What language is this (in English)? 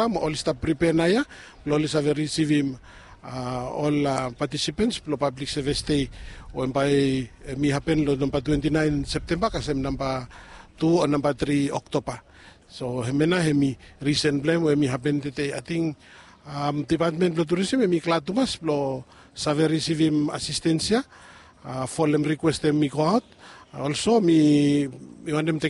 Bislama